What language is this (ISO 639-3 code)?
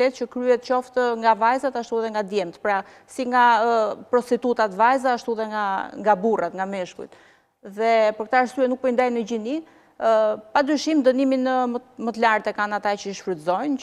sqi